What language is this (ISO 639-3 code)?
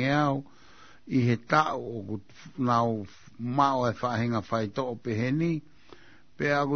ton